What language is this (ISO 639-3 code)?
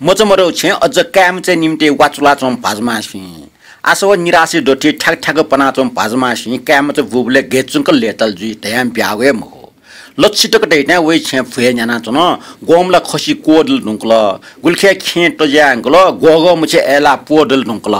new